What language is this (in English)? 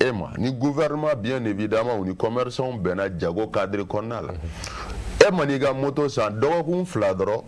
Bambara